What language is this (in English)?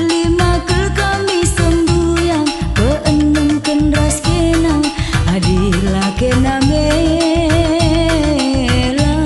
Batak Karo